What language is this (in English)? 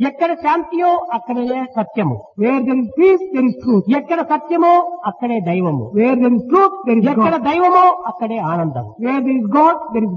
Telugu